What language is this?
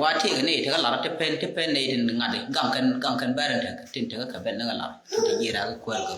Nuer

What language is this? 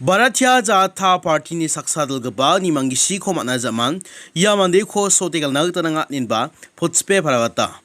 Garo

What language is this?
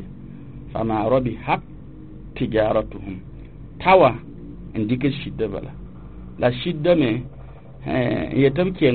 Mossi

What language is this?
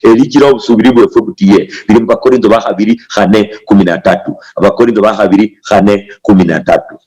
Luyia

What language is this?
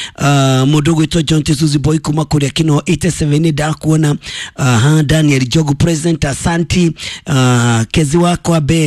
Kikuyu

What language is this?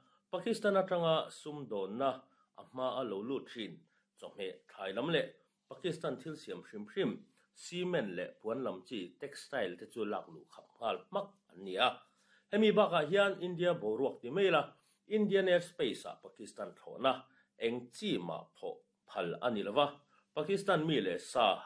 Mizo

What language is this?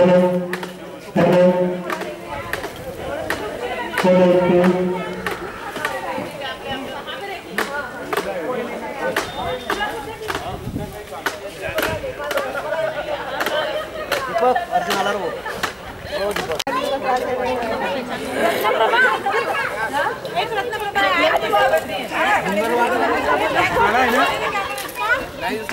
Marathi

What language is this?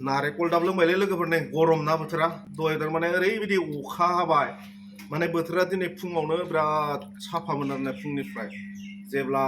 Bodo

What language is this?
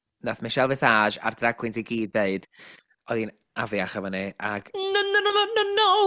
Welsh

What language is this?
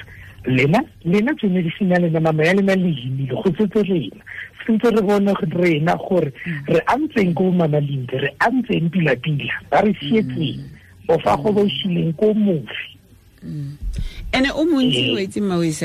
Tswana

